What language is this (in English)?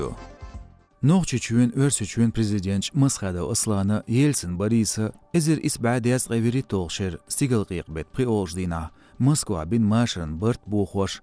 Chechen